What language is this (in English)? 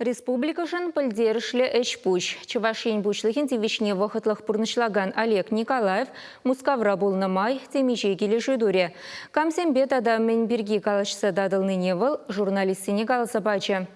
Chuvash